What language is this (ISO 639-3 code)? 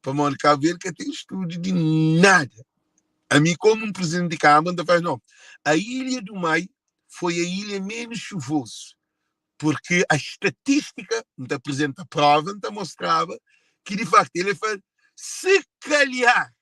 kea